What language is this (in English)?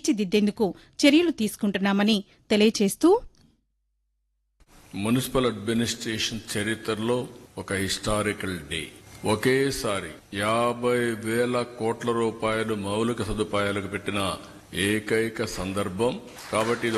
Telugu